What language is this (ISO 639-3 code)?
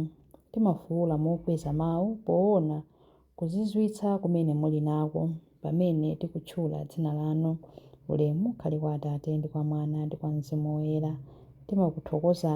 nya